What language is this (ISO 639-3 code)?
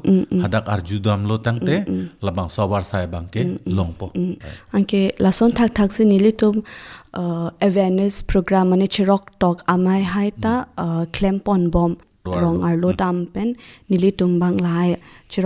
mjw